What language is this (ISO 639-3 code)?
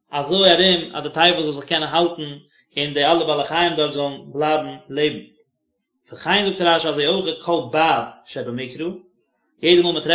yid